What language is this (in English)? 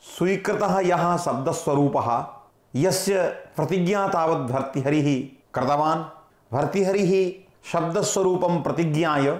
Sanskrit